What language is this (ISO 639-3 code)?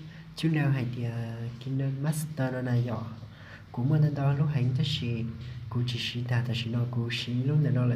hmn